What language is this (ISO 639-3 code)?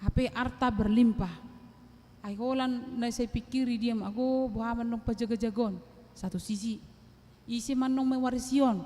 bbc